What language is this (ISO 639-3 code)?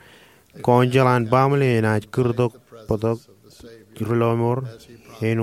mah